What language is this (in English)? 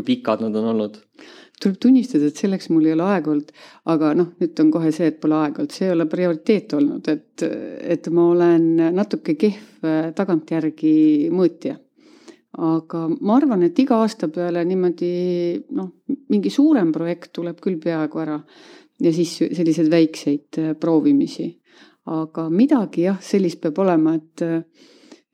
Estonian